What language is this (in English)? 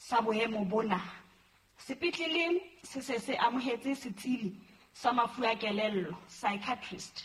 Southern Sotho